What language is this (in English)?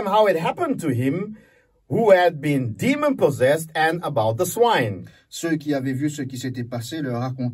Morisyen